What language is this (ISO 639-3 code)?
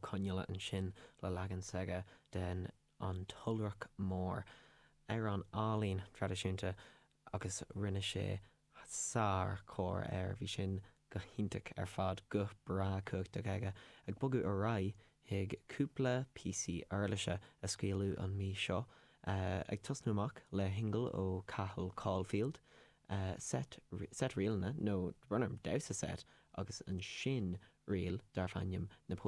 gle